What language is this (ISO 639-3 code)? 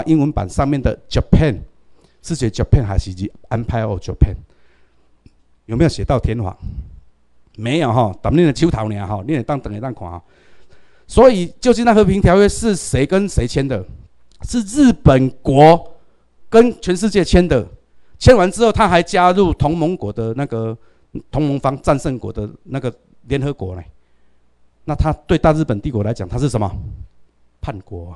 zho